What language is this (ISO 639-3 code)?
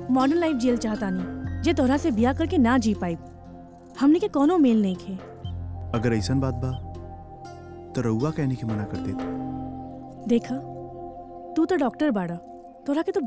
bho